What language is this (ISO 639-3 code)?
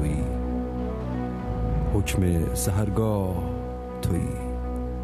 fas